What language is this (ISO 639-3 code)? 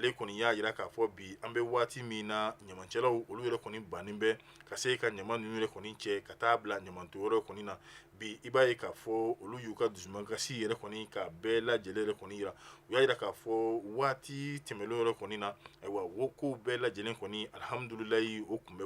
bam